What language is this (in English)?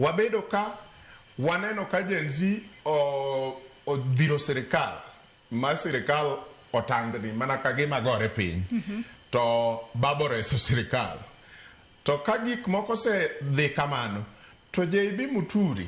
Luo (Kenya and Tanzania)